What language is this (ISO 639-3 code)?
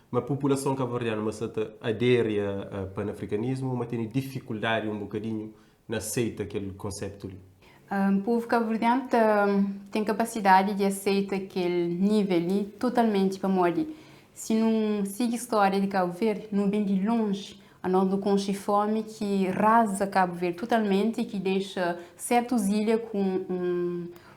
kea